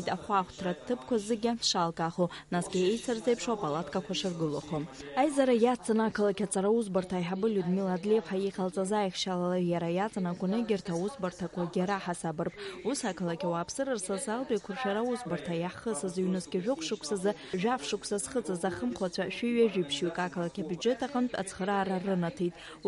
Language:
Abkhazian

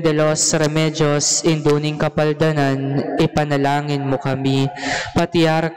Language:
Pampanga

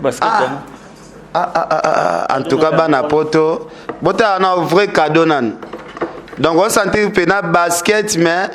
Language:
Lingala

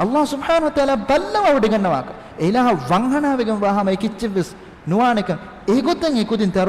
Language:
Divehi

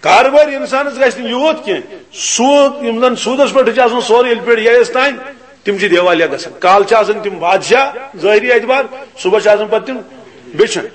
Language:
Kashmiri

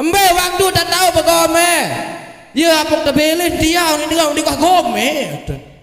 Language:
Sasak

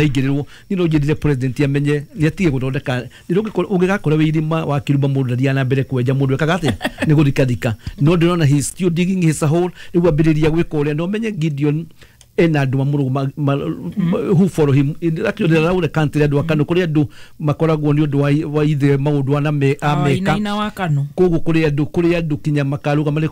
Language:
Kikuyu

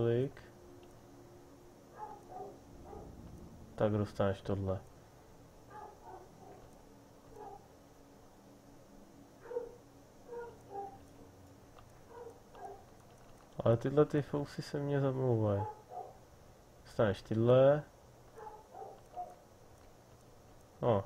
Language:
Czech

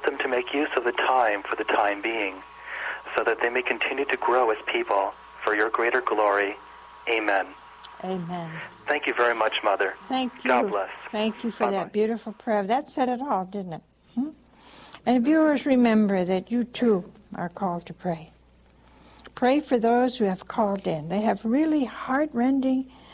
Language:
English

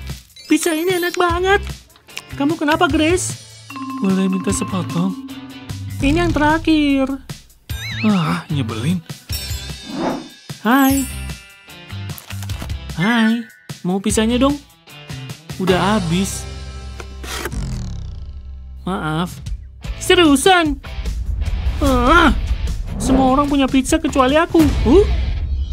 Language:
Indonesian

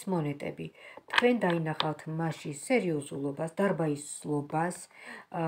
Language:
Georgian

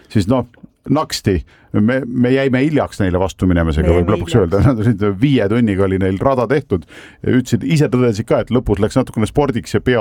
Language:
Estonian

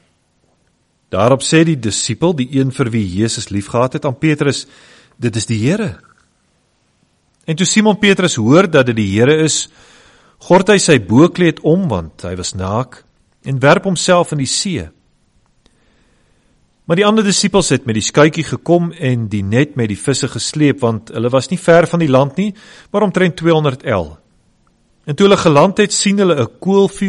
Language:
Afrikaans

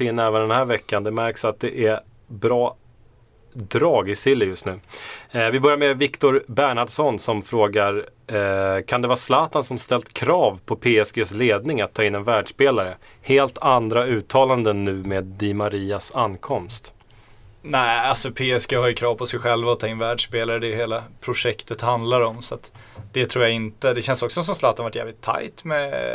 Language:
Swedish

